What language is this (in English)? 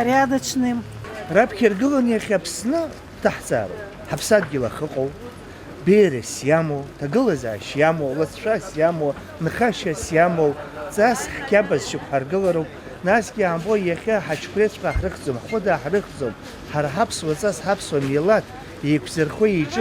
Abkhazian